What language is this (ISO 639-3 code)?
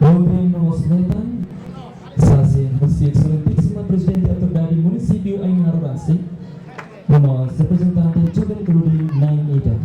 tet